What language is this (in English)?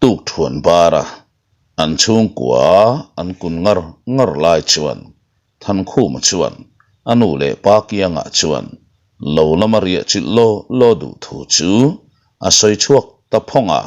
Mizo